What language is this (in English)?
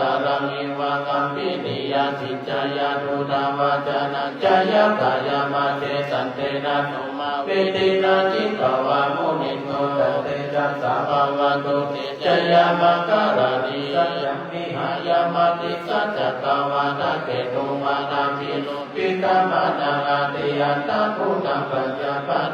Pali